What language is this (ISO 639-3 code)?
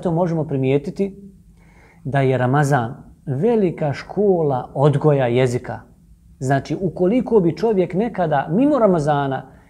bos